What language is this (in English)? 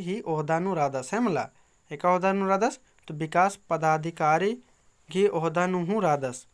Kurukh